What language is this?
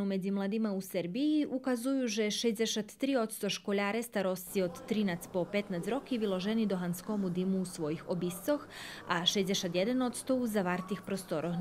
Rusyn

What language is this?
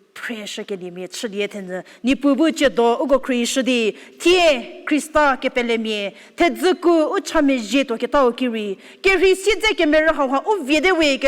Angami Naga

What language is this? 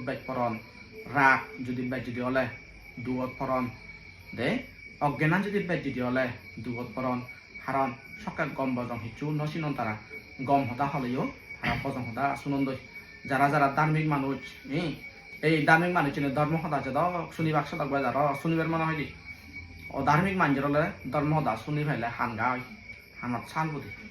Chakma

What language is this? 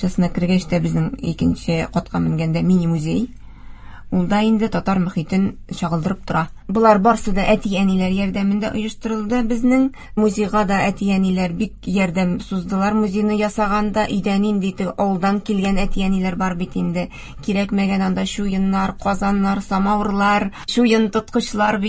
Tatar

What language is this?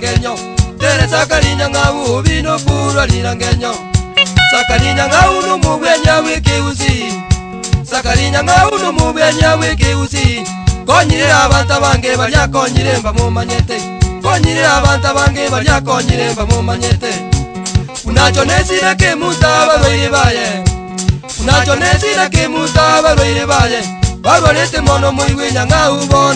Gusii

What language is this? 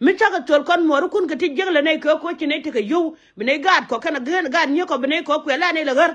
Nuer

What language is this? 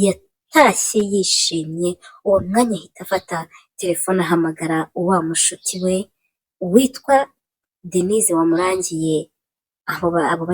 Kinyarwanda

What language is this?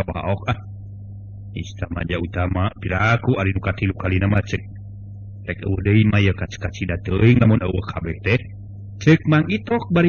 Sundanese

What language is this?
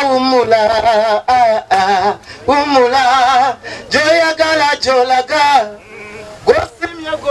Ganda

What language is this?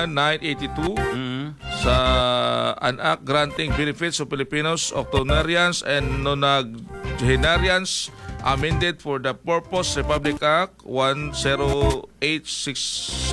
Filipino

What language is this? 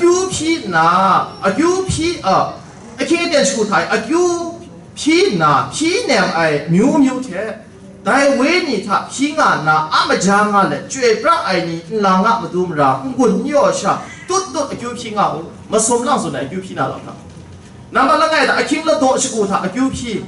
Kachin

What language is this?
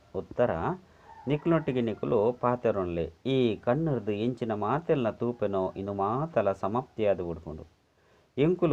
Tulu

